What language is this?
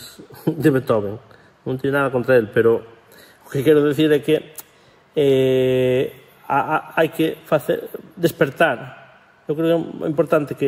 Galician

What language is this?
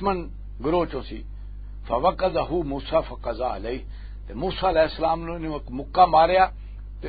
Western Panjabi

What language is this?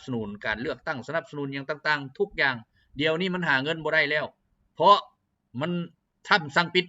Lao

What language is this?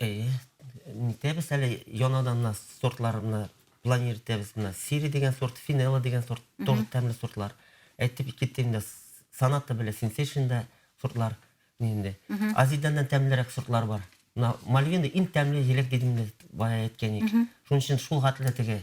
Bashkir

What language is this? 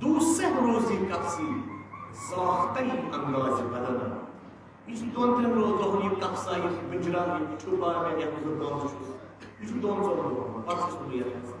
Kashmiri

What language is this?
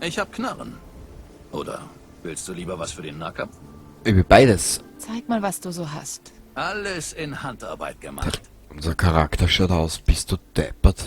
Bavarian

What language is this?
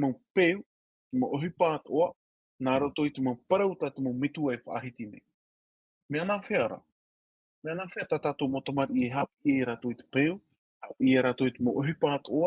Tahitian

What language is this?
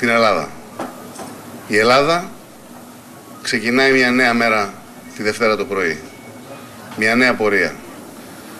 Greek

